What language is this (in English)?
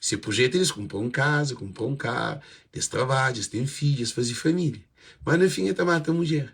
Kabuverdianu